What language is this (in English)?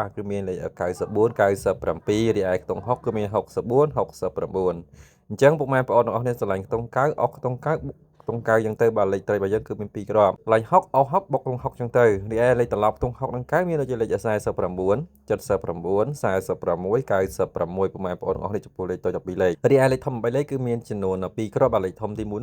Khmer